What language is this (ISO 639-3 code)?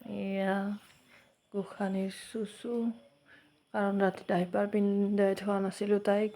asm